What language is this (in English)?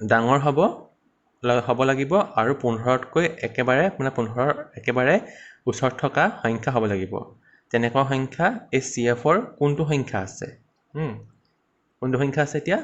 Assamese